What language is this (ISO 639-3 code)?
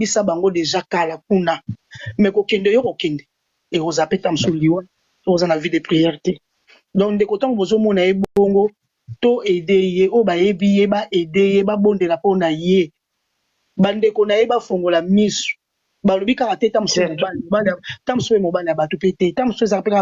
lin